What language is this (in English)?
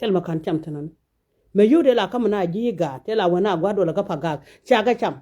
Nuer